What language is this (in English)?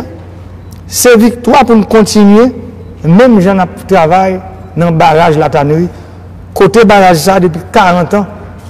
Haitian Creole